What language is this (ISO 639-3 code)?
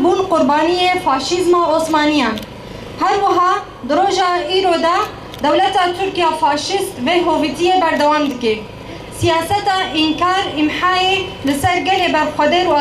kur